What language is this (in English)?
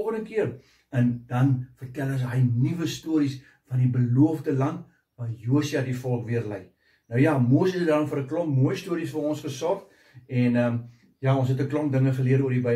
Afrikaans